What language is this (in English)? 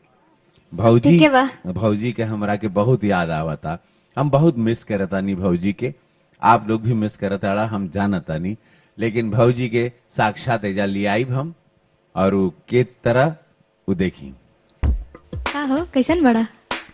Bhojpuri